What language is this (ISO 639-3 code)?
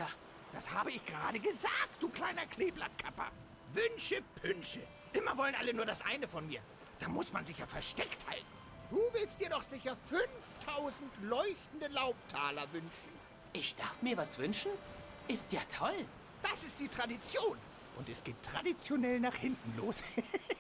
deu